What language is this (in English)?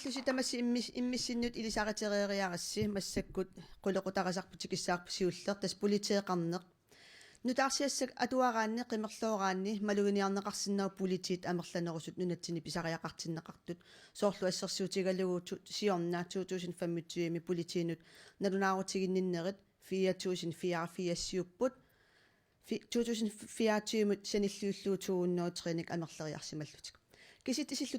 Kalaallisut